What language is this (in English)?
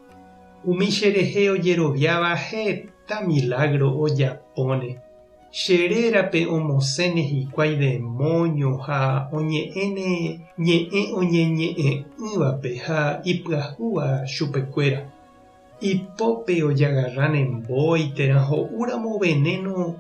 Guarani